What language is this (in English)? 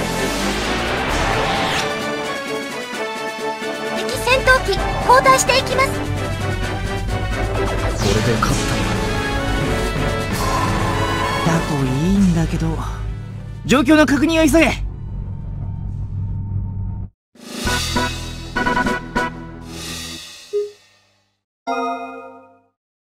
Japanese